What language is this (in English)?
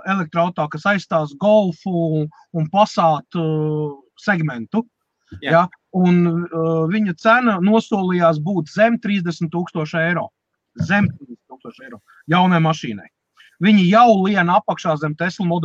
Latvian